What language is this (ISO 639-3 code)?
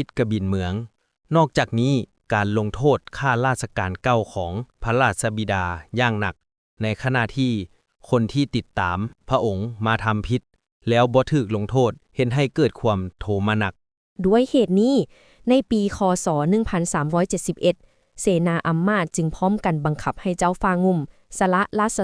lao